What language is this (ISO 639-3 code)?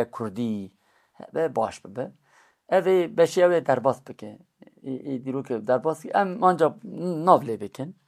kur